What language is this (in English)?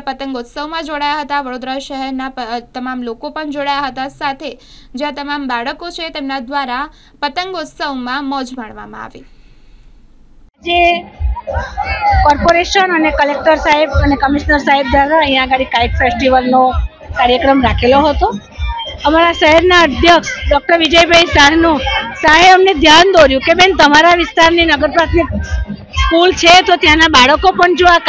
Gujarati